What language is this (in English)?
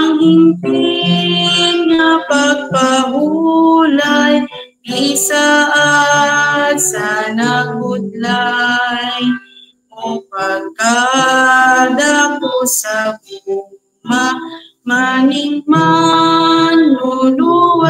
Cebuano